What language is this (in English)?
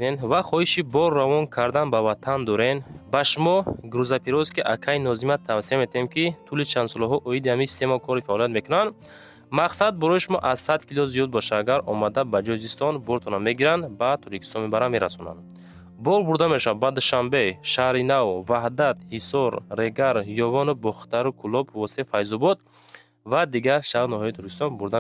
Tajik